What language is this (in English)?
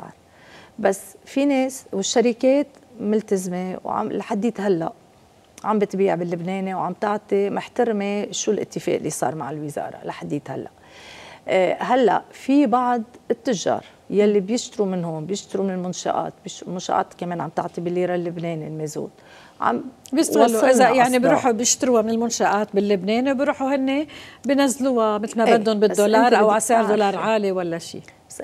North Levantine Arabic